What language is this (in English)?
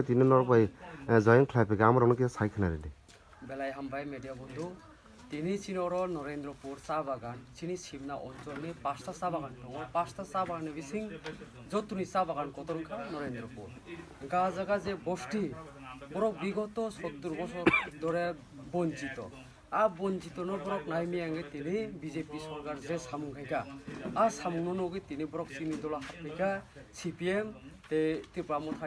Kok Borok